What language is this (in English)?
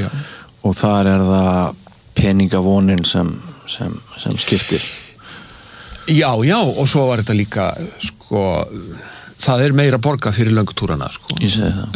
Icelandic